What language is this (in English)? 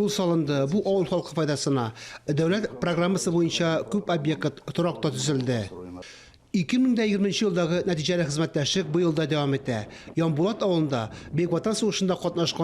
Tatar